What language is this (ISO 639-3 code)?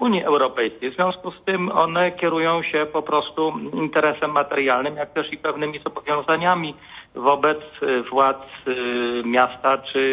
pol